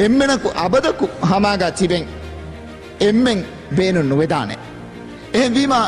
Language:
Divehi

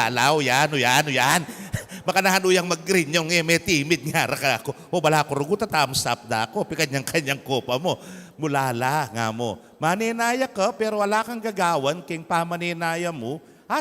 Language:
Pampanga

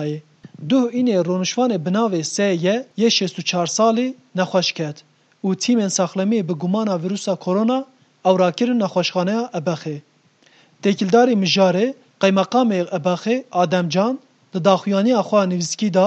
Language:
Kurdish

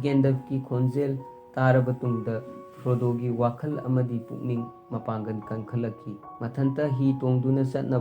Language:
Manipuri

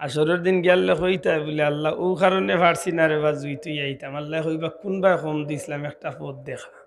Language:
Sylheti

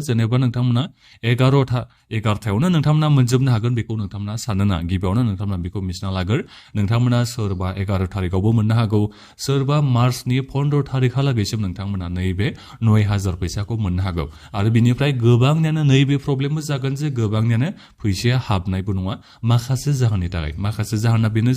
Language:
Bodo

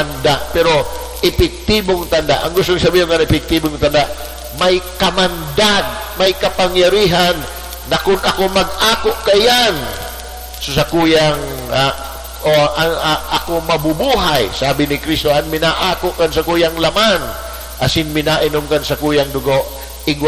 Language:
Bikol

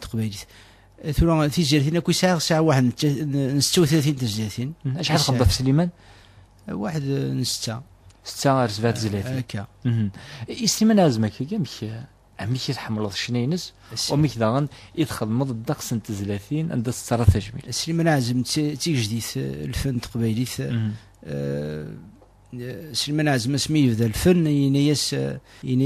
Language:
Kabyle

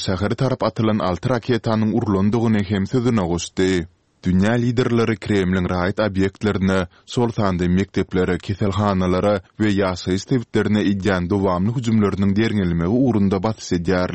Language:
Turkmen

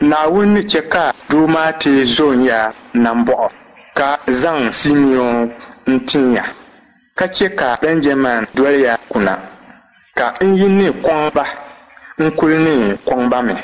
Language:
Dagbani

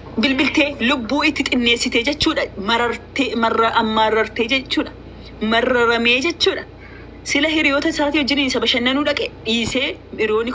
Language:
Oromo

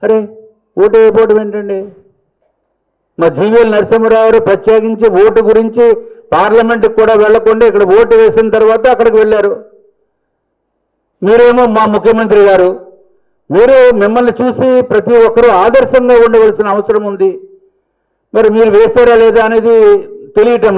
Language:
Telugu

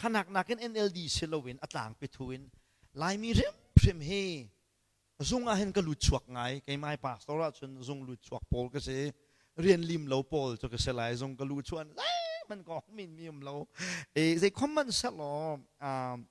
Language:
Hakha Chin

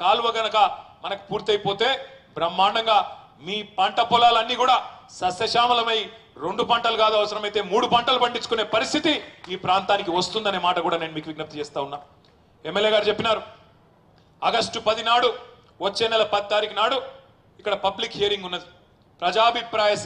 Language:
Telugu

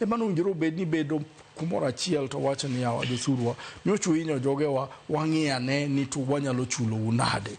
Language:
Luo (Kenya and Tanzania)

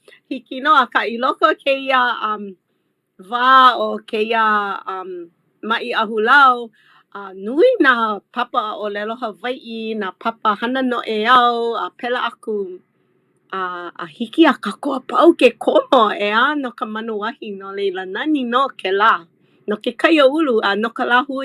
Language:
Hawaiian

